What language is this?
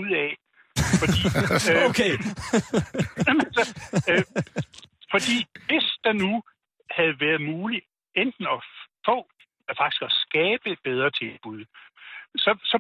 Danish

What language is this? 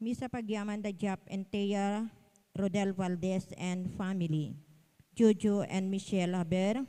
Iloko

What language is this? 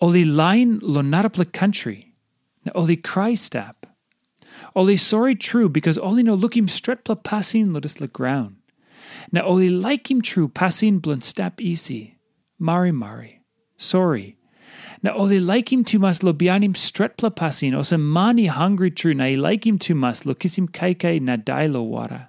Tok Pisin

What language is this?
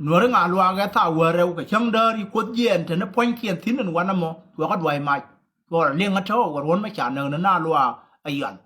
Nuer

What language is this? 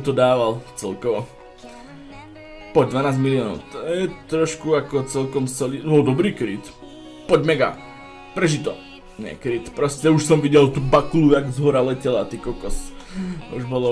Slovak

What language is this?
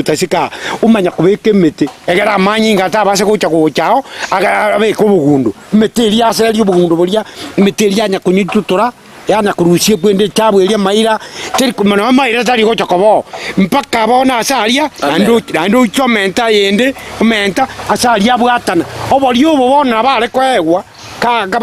Gusii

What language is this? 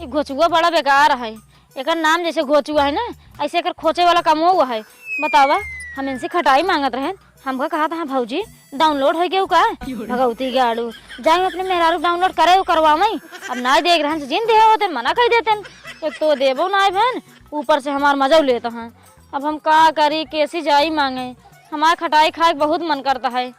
Awadhi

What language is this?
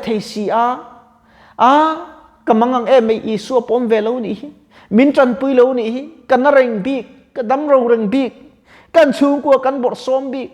Mizo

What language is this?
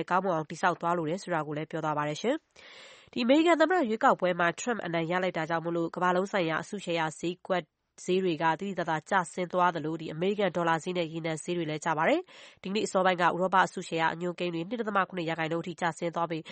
Burmese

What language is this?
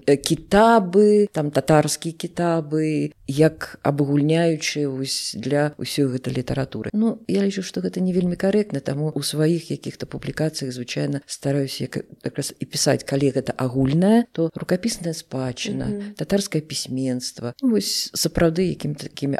Belarusian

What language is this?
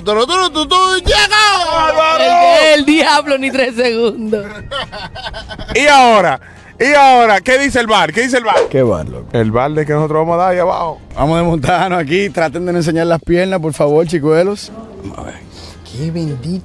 Spanish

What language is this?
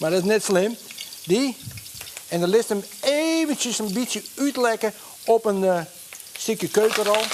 Western Frisian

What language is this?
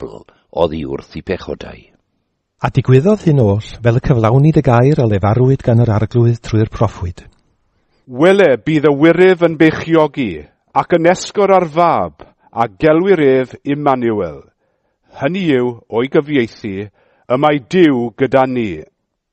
Welsh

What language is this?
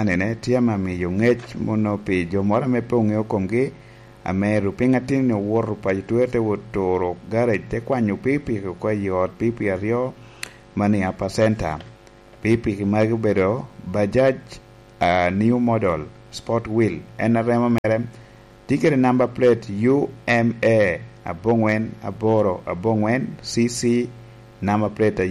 Lango (Uganda)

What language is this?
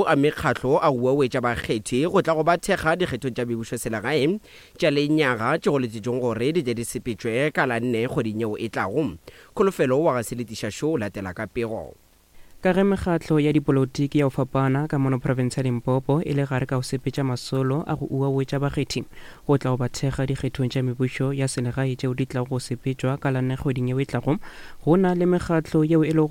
Northern Sotho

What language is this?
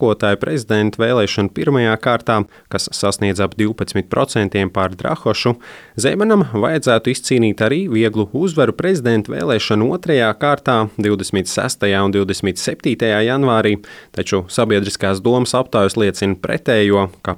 Latvian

